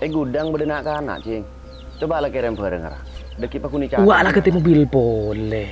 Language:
Madurese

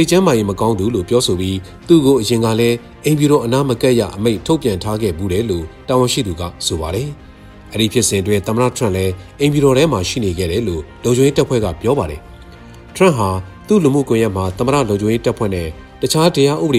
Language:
Burmese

